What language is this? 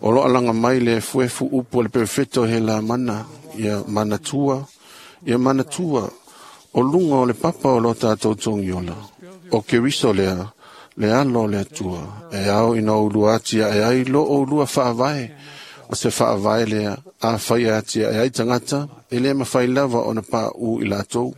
Samoan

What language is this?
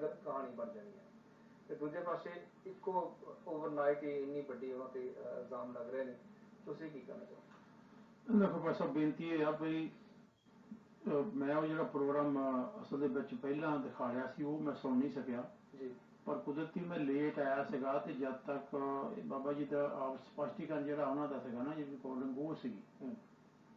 Punjabi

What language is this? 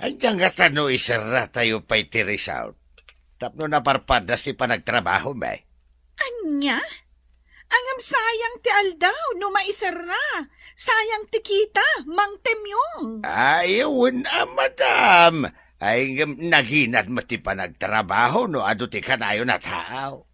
Iloko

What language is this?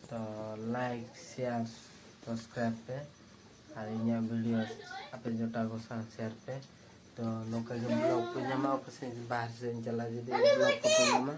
Santali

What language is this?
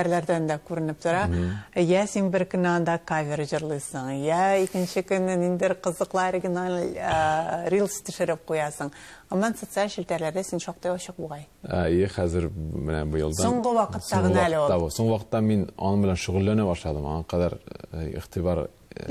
Tatar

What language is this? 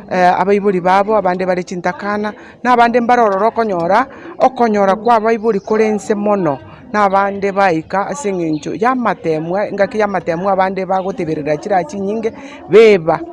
Gusii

